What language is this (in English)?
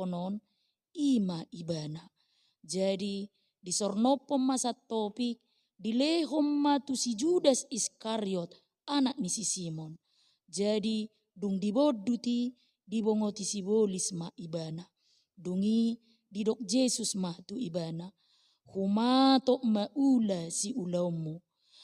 Batak Toba